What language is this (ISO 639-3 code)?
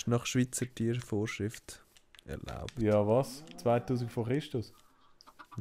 gsw